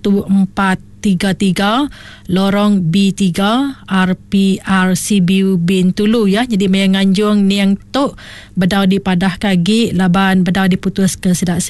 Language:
Iban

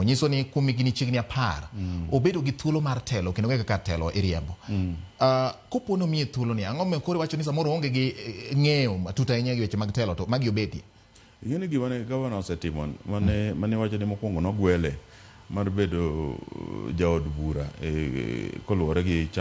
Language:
Luo (Kenya and Tanzania)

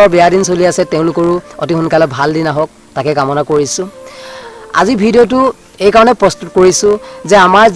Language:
Assamese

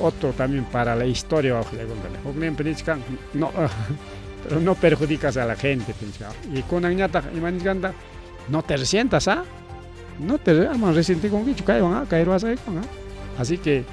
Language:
Ayacucho Quechua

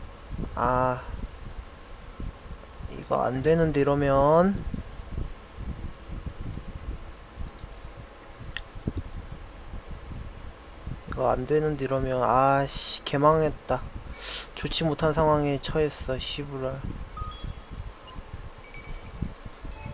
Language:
Korean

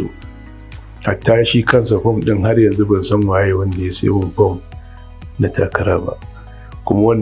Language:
Hausa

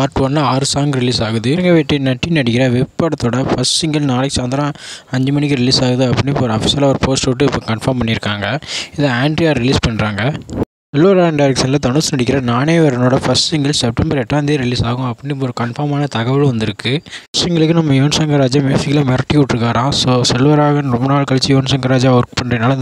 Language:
Tamil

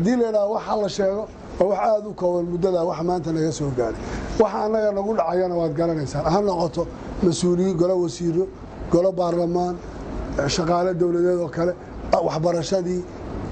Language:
Somali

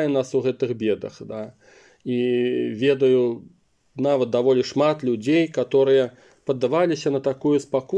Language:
Belarusian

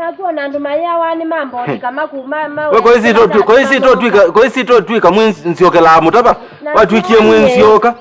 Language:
Kamba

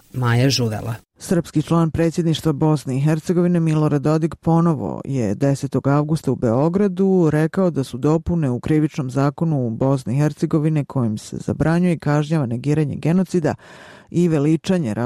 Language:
Bosnian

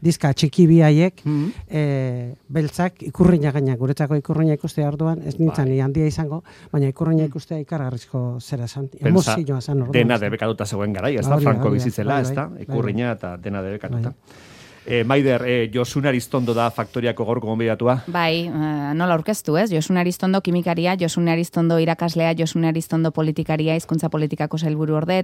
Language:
Basque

